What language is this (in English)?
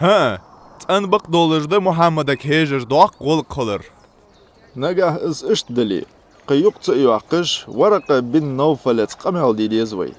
Ingush